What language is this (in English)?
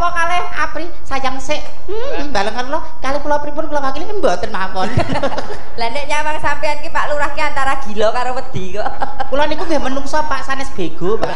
Javanese